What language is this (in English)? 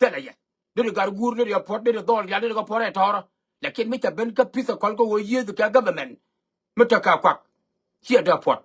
Nuer